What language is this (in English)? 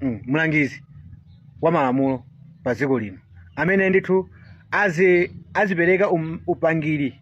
Nyanja